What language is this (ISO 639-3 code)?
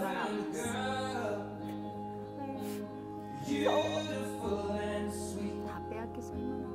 kor